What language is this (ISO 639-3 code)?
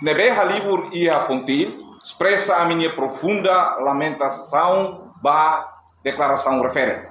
tet